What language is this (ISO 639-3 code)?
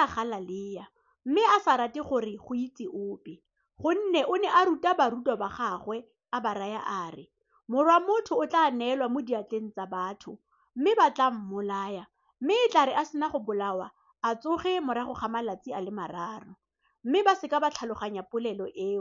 tsn